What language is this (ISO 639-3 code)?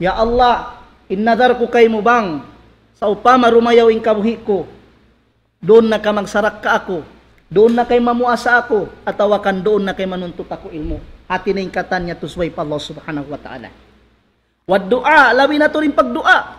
tsg